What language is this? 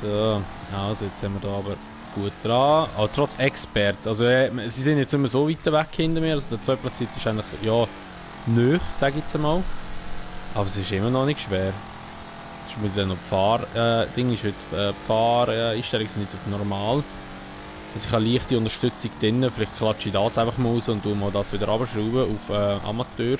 Swiss German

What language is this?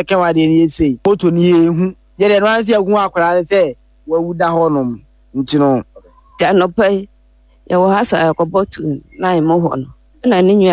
Akan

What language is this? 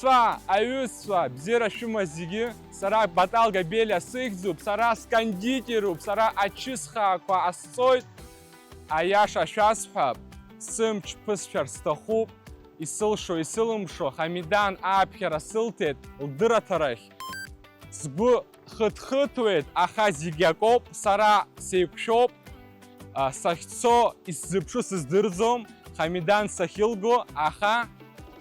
Abkhazian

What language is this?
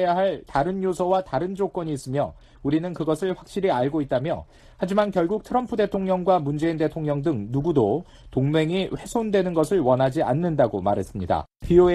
Korean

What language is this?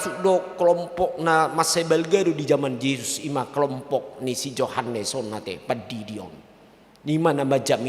Batak Toba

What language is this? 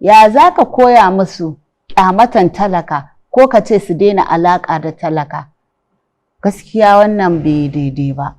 Hausa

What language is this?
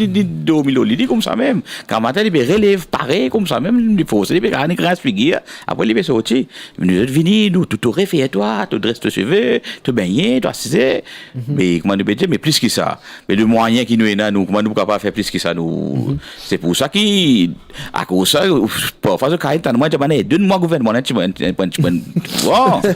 Morisyen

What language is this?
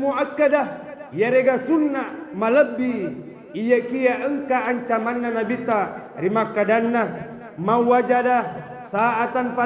Buginese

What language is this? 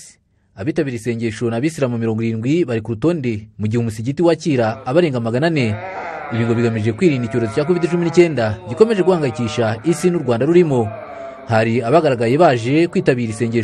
Kinyarwanda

